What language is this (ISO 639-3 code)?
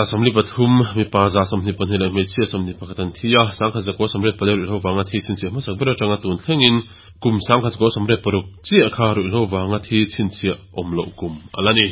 lus